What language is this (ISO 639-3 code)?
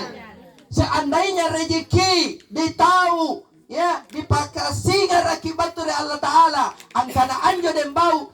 mak